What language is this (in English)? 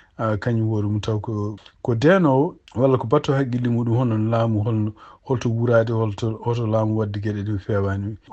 Fula